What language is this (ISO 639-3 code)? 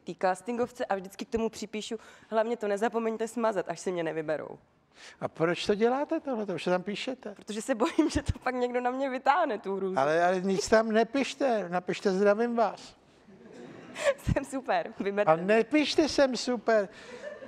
ces